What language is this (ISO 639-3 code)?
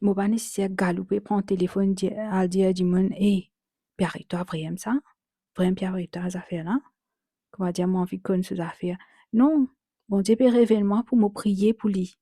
mfe